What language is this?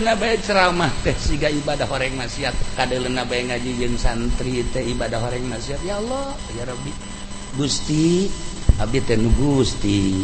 Sundanese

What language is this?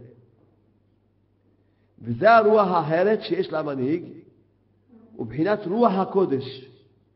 Hebrew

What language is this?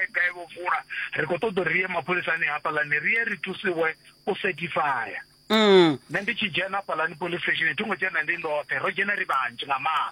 Venda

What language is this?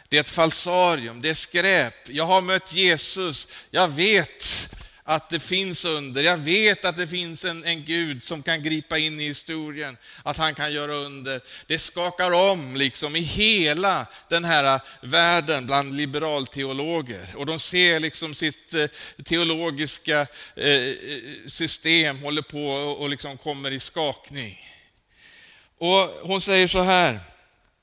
Swedish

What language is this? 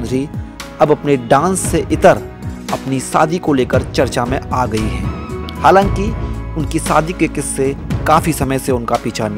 Hindi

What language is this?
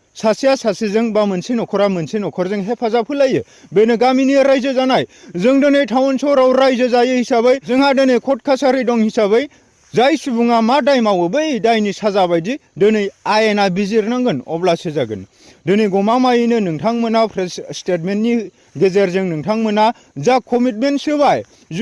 Bodo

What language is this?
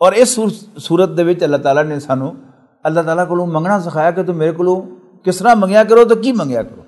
Western Panjabi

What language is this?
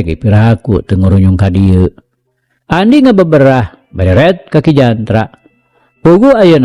Sundanese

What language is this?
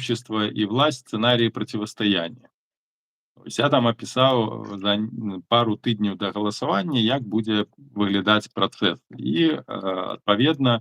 Belarusian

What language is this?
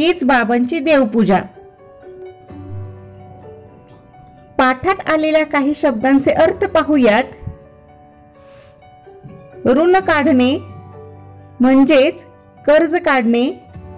Marathi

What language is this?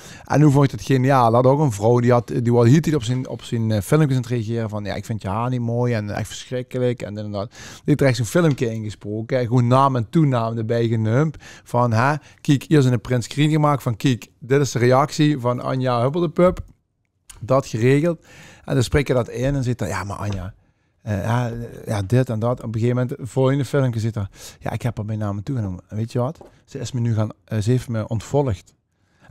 Limburgish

